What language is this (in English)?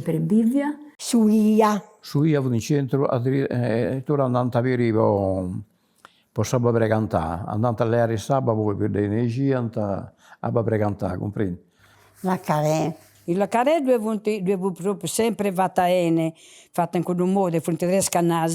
Sardinian